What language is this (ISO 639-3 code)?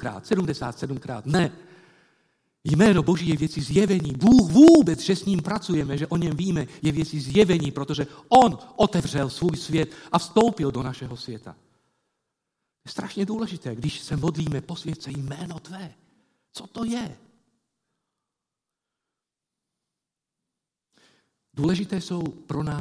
ces